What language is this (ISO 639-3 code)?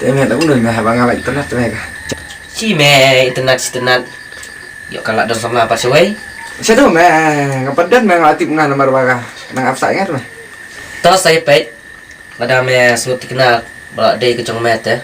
kha